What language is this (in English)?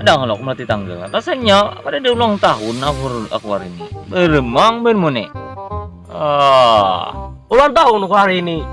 Banjar